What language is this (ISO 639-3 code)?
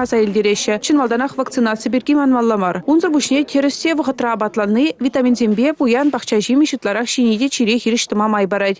chv